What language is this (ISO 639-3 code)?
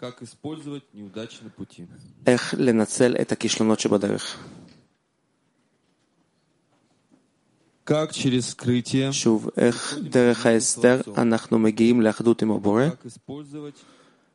heb